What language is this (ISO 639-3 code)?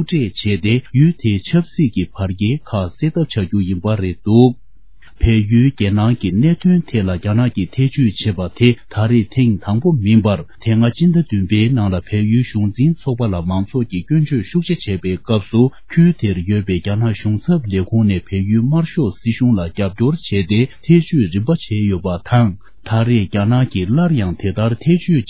bod